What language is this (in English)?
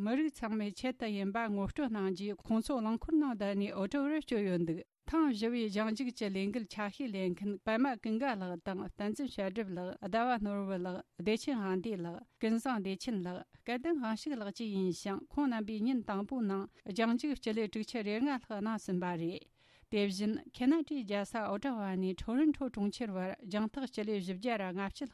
Tibetan